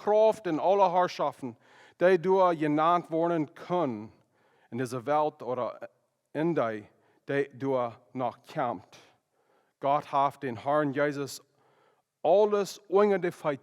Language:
Plautdietsch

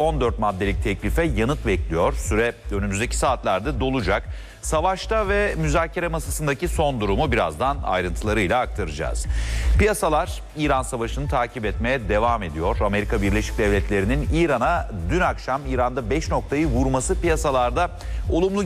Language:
Turkish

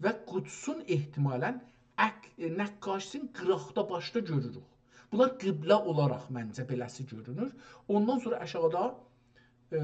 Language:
South Azerbaijani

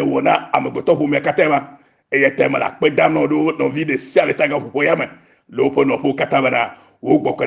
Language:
Ewe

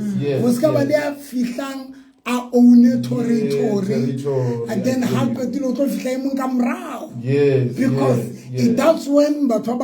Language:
Southern Sotho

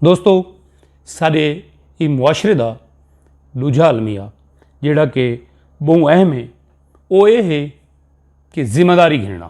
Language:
Saraiki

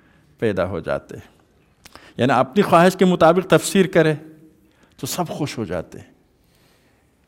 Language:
Urdu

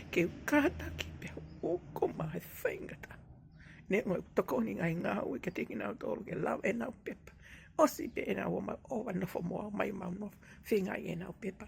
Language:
Tongan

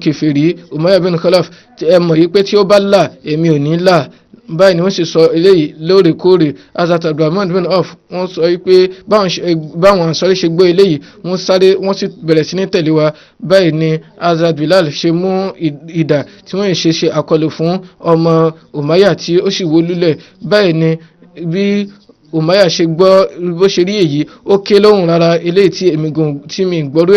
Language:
Yoruba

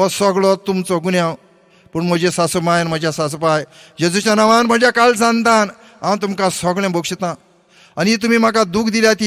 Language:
Konkani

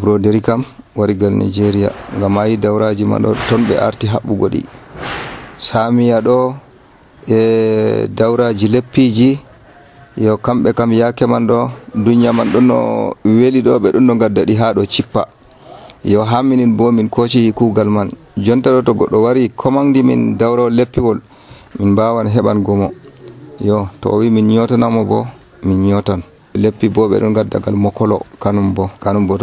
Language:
Nigerian Fulfulde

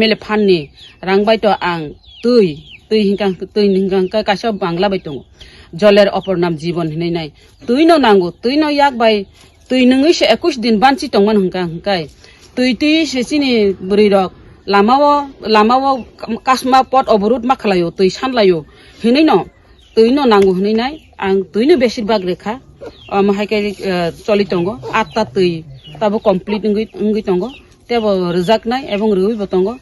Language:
Kok Borok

